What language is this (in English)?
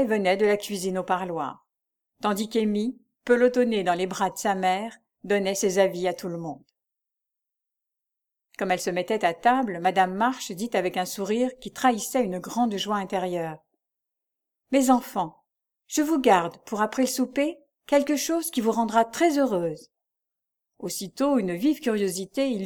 French